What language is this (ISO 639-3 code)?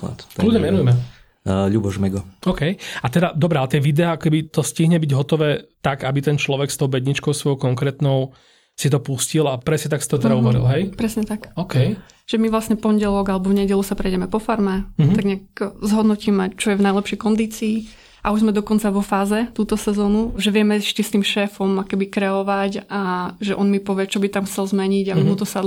slk